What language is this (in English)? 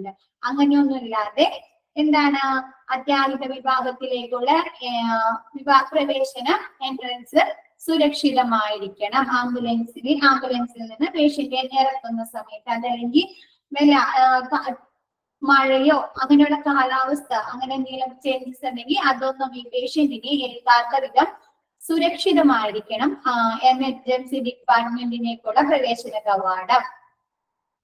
Malayalam